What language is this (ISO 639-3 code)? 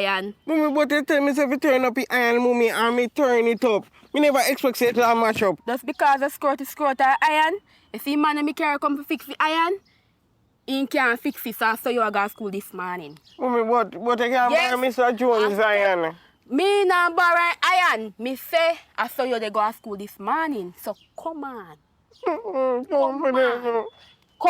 jam